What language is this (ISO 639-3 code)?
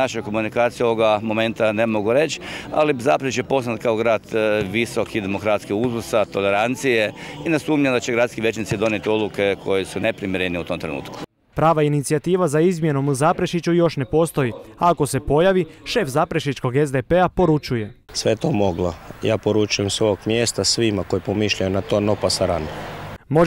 hrv